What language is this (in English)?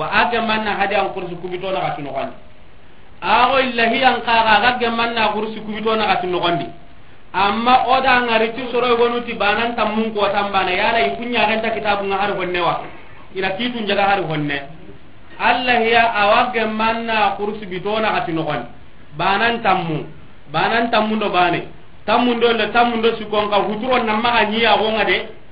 Soninke